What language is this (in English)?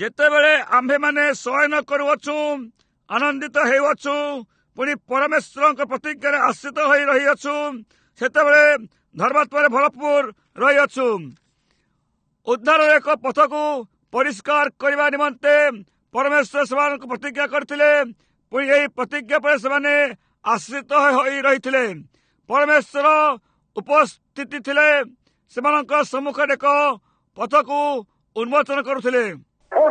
Odia